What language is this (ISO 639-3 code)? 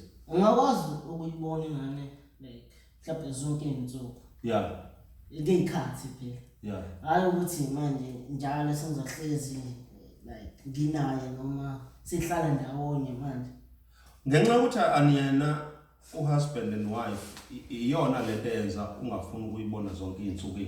zul